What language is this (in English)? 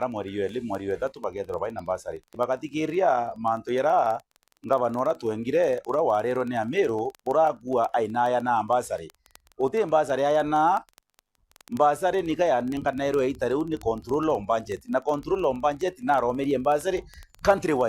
Meru